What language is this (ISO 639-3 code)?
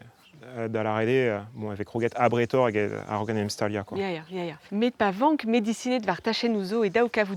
bre